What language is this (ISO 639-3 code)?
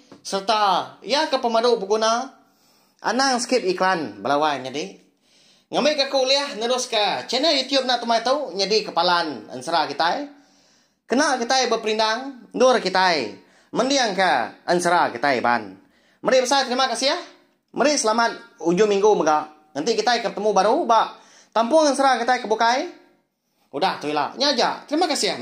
iba